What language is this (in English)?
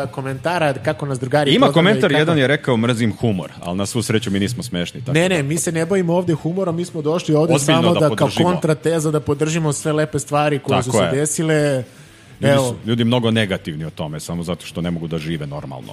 Serbian